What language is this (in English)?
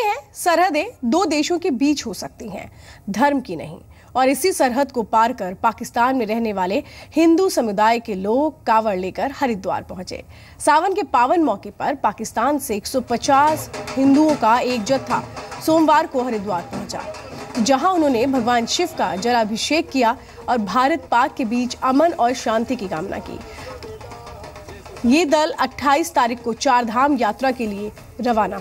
Hindi